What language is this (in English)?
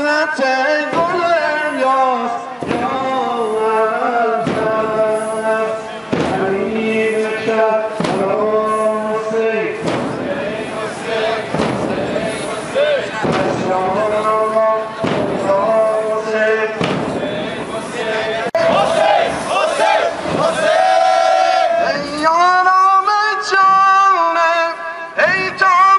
Persian